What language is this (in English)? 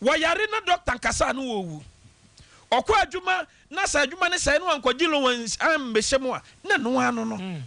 Akan